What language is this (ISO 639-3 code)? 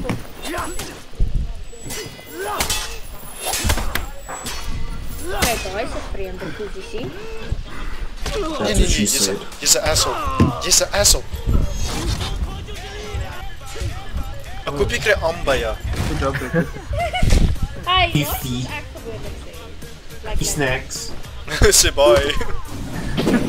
afr